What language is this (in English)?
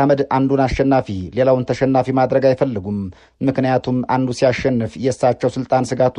Amharic